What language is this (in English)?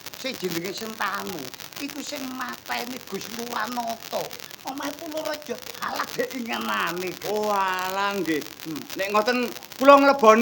Javanese